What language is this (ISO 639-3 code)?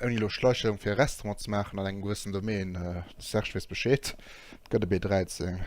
ltz